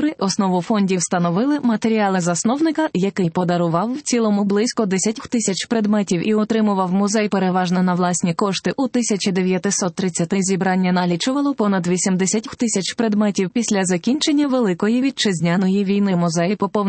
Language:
Ukrainian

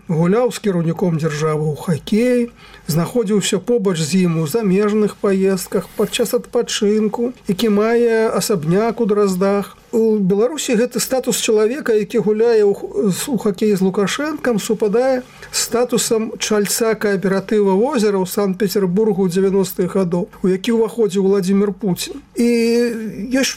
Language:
Belarusian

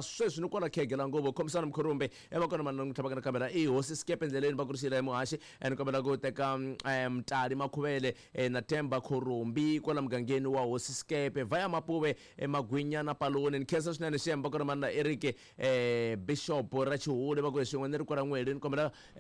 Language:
Tsonga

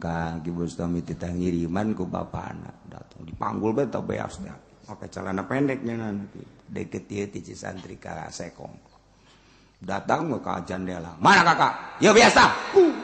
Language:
Sundanese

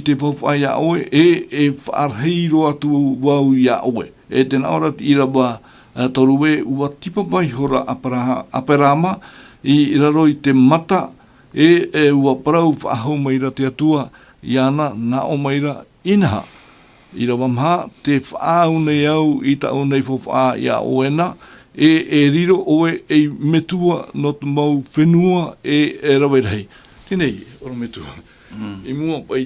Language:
Tahitian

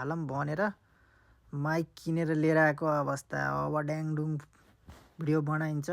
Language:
Nepali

